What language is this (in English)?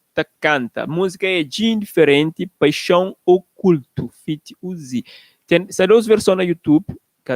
Kabuverdianu